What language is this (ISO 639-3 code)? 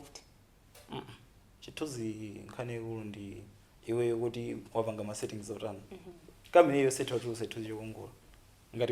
nya